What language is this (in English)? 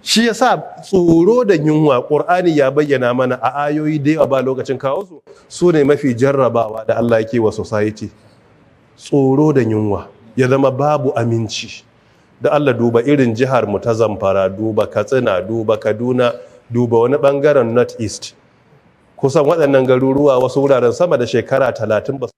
Hausa